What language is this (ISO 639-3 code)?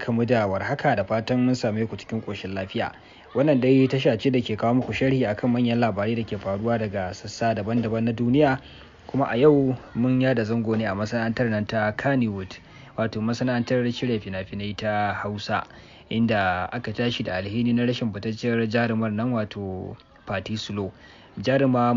hau